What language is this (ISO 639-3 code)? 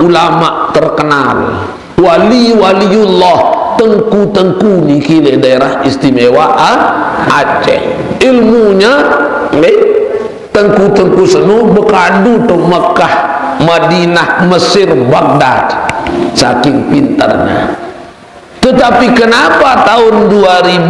sas